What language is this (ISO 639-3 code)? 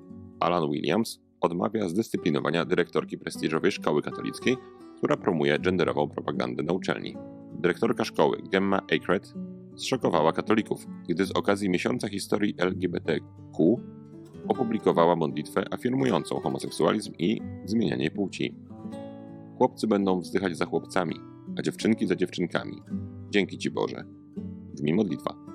pol